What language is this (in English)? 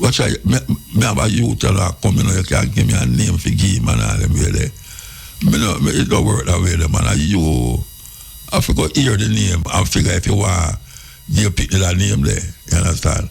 Jamaican Creole English